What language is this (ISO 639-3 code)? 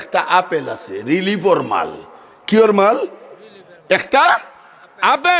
syl